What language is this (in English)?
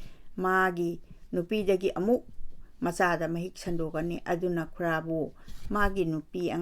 Manipuri